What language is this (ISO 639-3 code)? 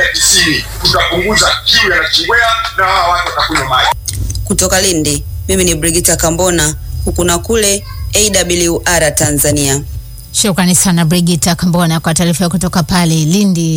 swa